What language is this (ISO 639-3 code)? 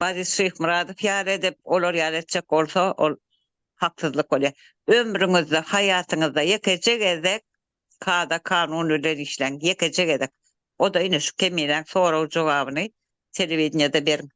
tuk